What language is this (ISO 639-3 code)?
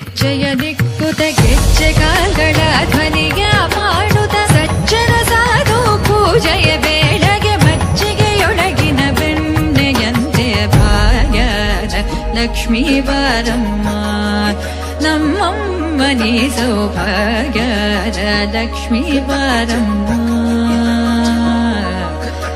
kan